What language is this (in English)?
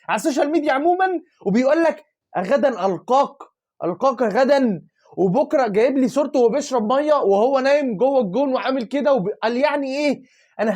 Egyptian Arabic